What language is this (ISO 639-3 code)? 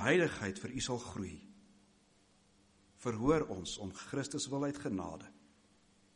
afr